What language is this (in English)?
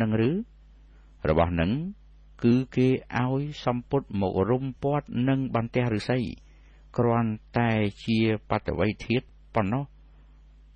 Khmer